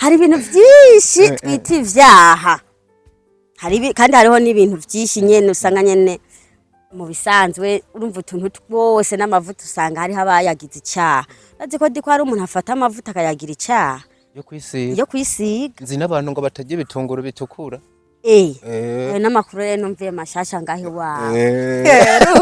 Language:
Rundi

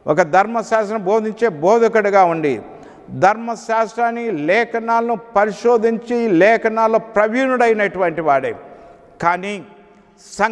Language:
Telugu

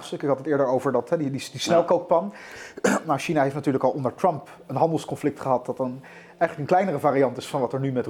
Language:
Dutch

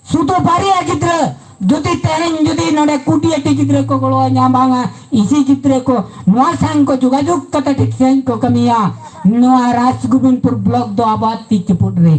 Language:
Santali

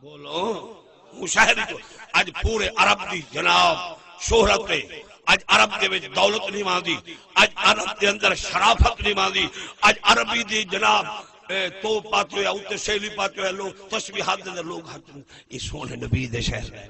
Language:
Saraiki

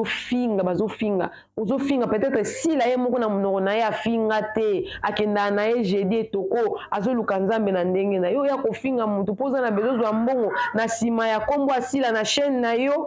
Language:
Lingala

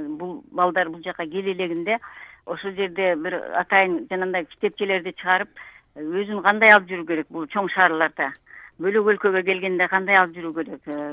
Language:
Kyrgyz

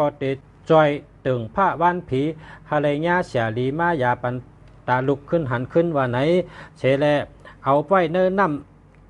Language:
Shan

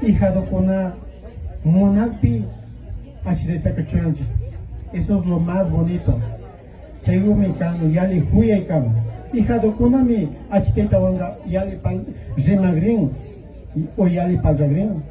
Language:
Imbabura Highland Quichua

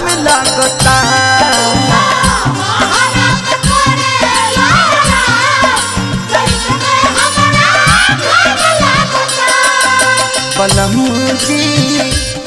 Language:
Bhojpuri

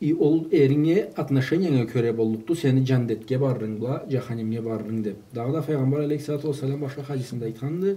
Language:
Karachay-Balkar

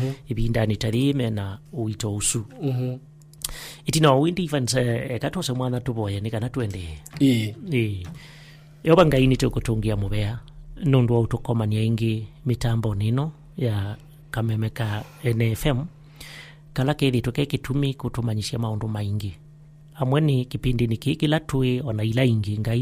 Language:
Kamba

